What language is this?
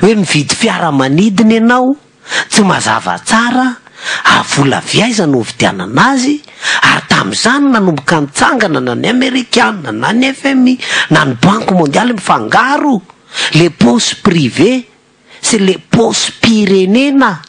Malagasy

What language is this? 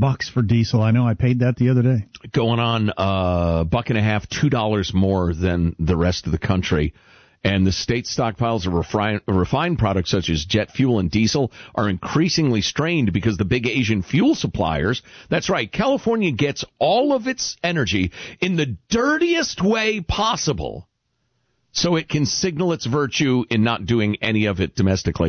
English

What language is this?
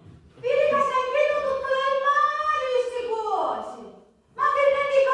Sicilian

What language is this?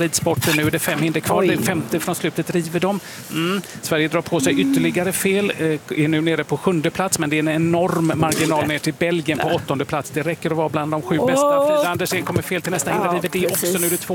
Swedish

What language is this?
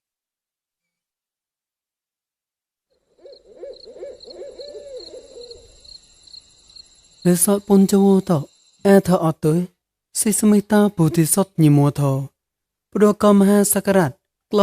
Mon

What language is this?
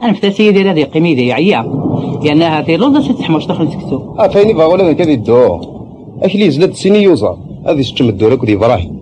Kabyle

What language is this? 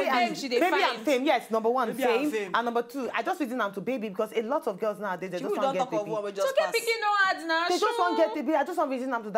Nigerian Pidgin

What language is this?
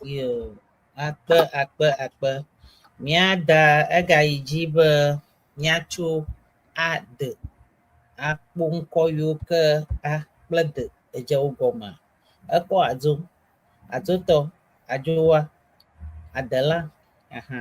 Ewe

